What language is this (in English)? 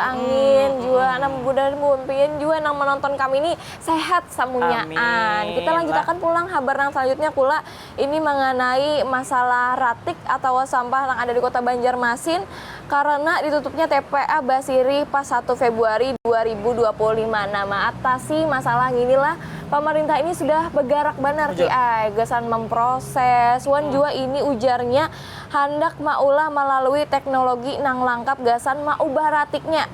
Banjar